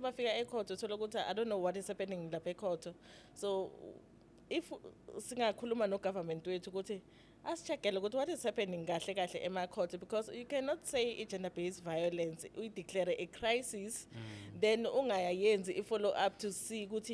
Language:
Zulu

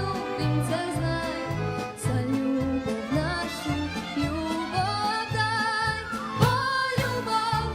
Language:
Rusyn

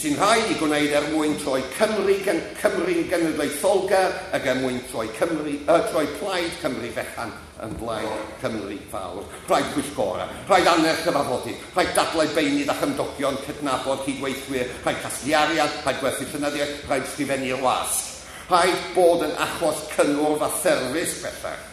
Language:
Welsh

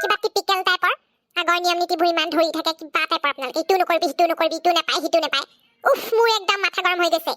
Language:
Assamese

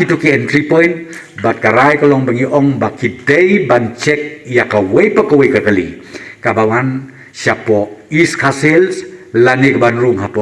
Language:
Khasi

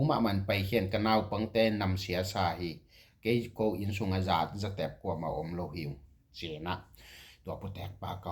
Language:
Tedim Chin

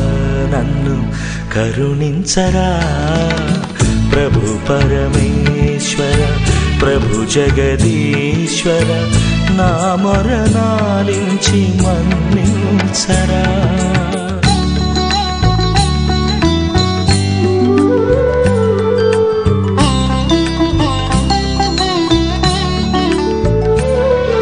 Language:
Telugu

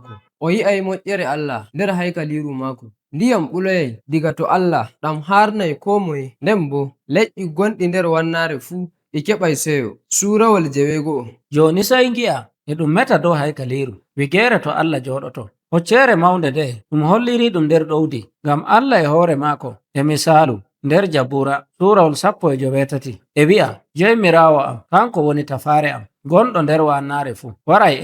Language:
Nigerian Fulfulde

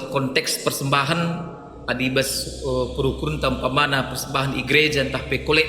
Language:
Batak Karo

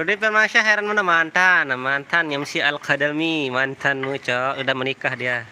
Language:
Sasak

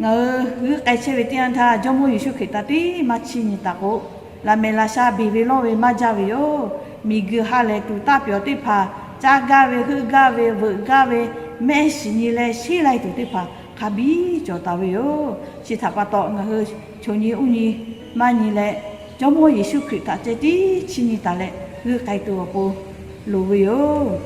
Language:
Lahu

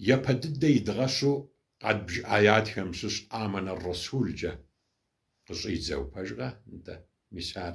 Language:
Kabardian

